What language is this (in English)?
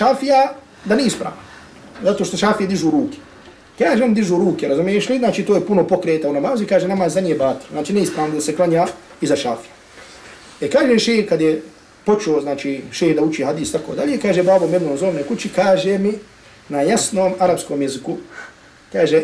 Bosnian